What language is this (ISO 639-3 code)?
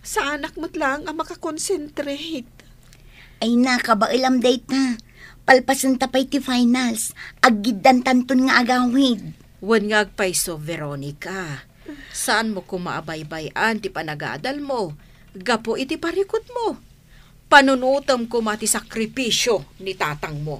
ilo